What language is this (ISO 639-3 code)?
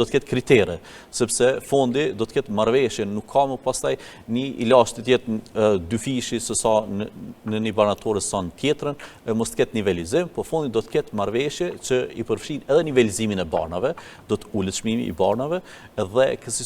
sqi